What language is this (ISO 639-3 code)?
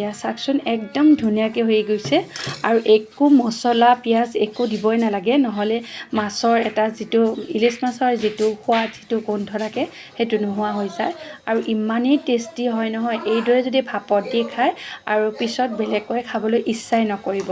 asm